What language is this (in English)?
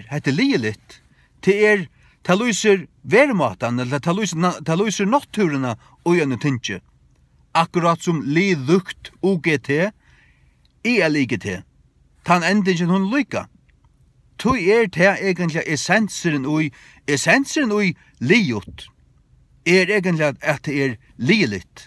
Faroese